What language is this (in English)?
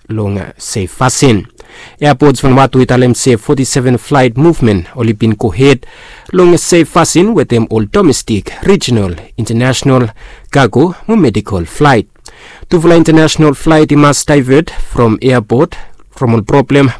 Bislama